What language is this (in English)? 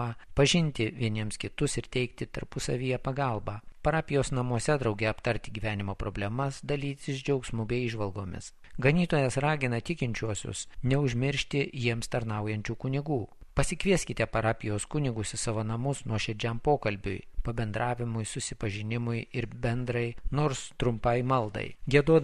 Lithuanian